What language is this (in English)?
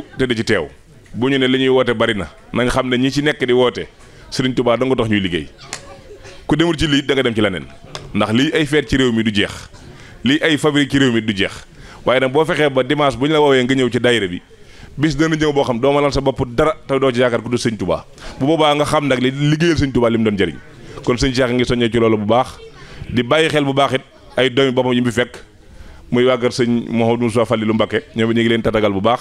Wolof